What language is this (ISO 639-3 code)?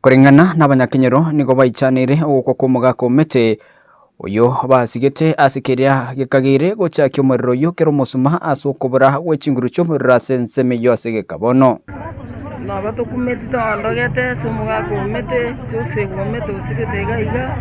guz